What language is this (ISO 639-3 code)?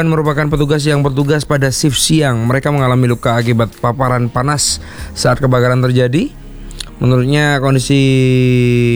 ind